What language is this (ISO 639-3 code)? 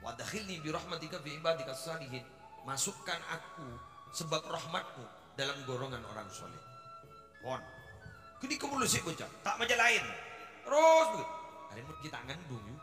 mad